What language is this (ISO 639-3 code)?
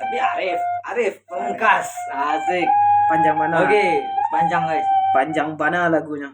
min